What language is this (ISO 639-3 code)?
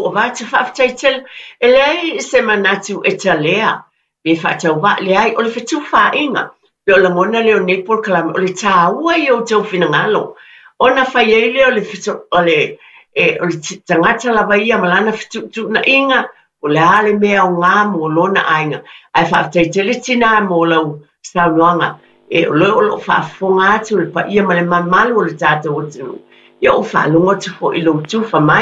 smo